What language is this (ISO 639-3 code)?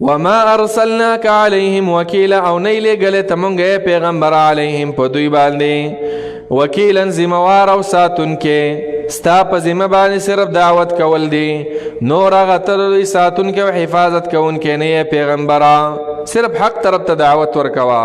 pus